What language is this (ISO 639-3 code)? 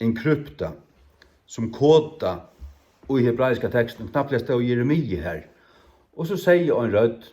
fao